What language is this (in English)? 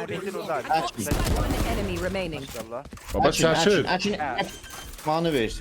South Azerbaijani